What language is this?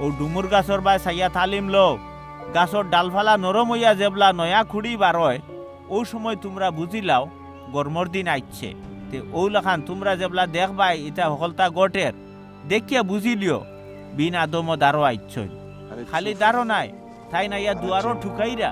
Sylheti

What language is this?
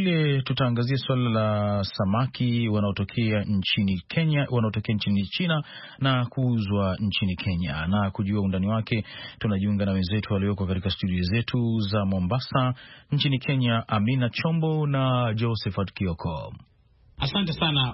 Swahili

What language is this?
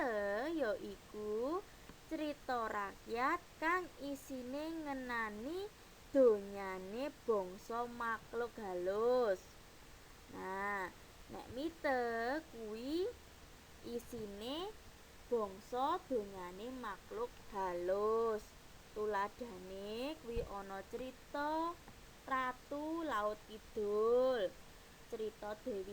Javanese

